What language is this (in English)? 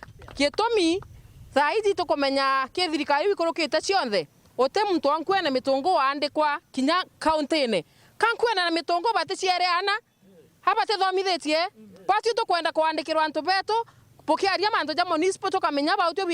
Meru